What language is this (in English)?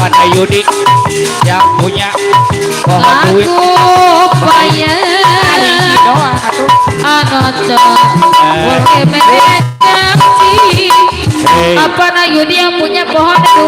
Betawi